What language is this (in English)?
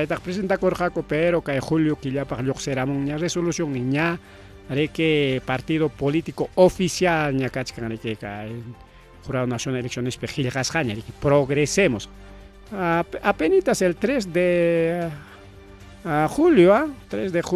Ayacucho Quechua